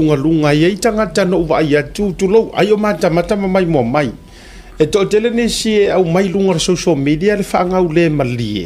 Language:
Samoan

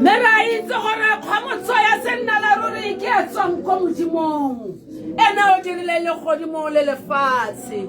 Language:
Tswana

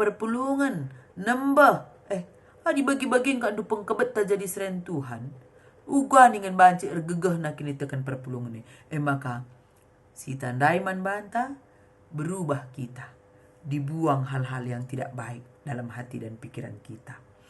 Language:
Batak Karo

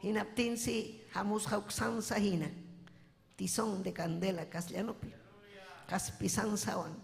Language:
Ayacucho Quechua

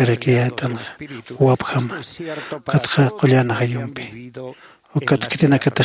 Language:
Aymara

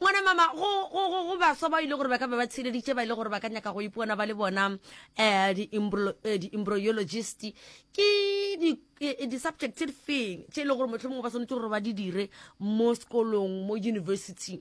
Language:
Northern Sotho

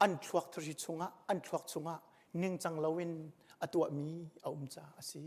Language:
Hakha Chin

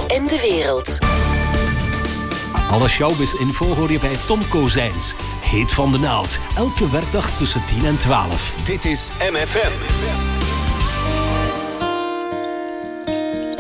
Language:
Dutch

